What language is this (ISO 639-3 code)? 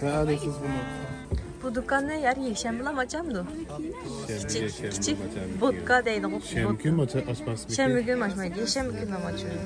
uig